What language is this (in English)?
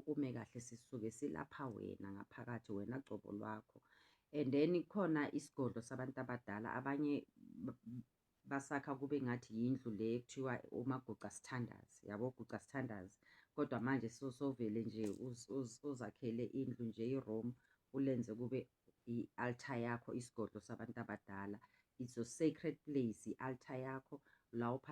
Zulu